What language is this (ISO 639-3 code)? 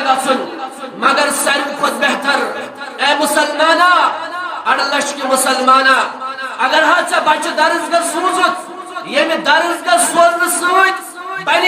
kas